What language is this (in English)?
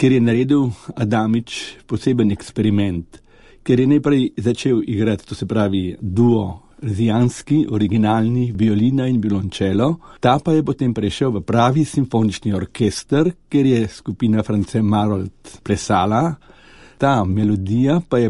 Slovenian